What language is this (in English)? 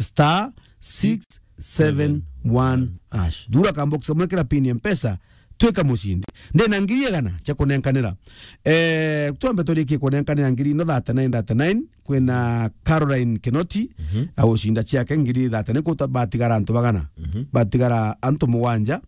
Meru